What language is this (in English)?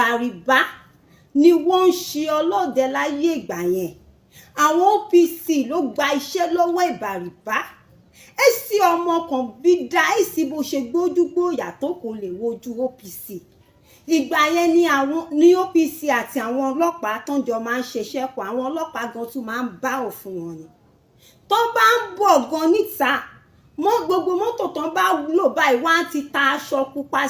Yoruba